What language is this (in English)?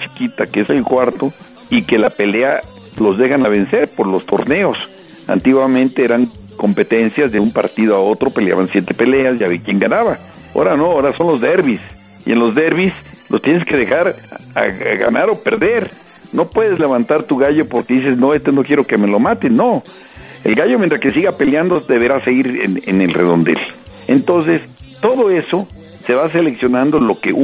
Spanish